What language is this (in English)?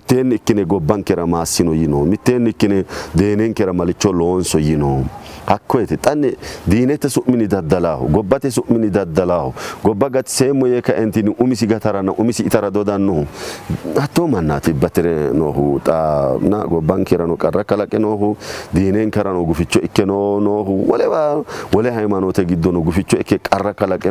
Sidamo